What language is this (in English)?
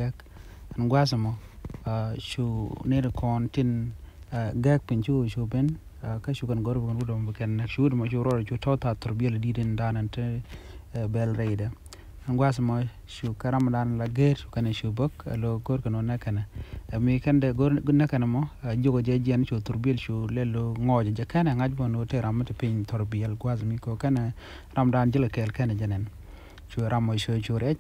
Nuer